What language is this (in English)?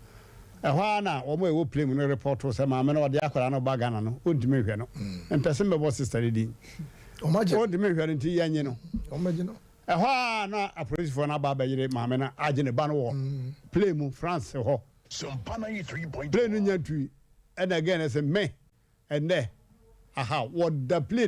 Akan